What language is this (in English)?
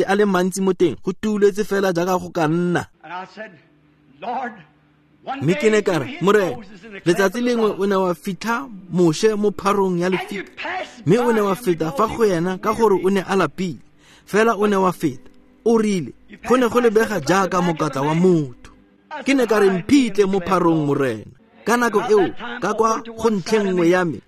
Tswana